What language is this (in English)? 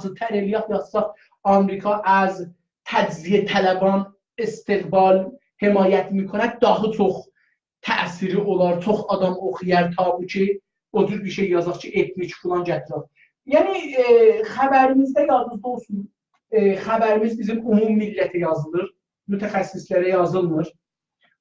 South Azerbaijani